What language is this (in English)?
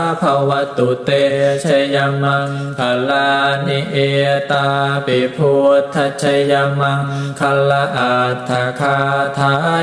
Pali